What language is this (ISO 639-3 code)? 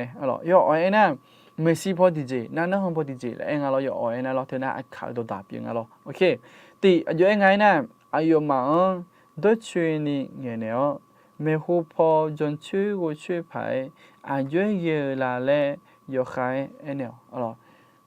ahk